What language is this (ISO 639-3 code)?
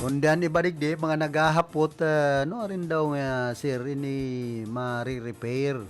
bik